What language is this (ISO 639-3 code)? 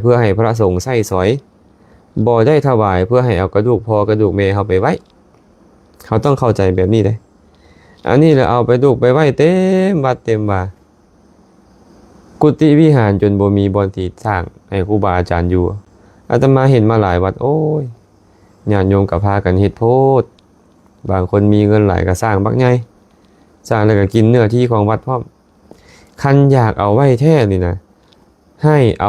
lao